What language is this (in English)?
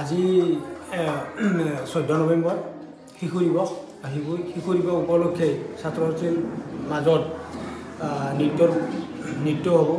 Assamese